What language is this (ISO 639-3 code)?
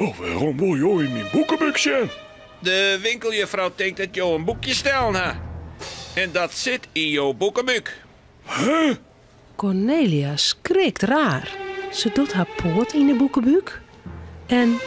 fry